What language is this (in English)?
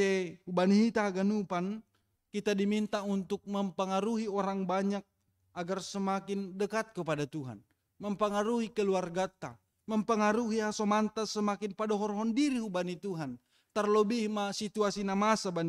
Batak Simalungun